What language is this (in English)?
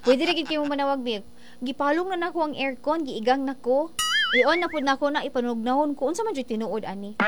Cebuano